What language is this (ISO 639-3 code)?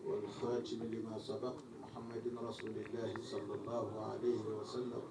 ful